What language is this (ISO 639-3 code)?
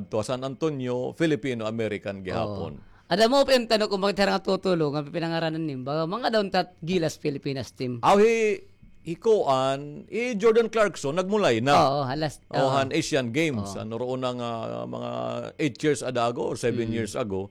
war